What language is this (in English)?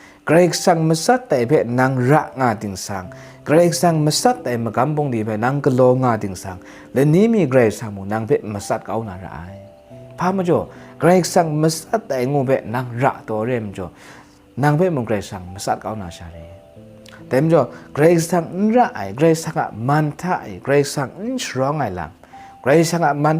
Kachin